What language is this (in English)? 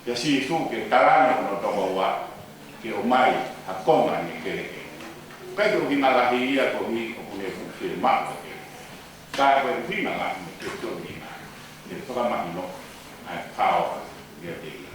Tongan